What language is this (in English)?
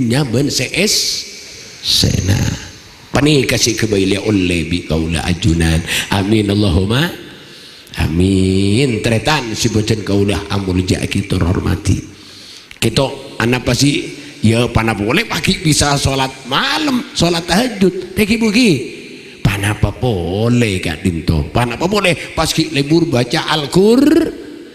Madurese